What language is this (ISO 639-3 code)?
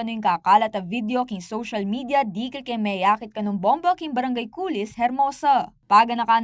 pam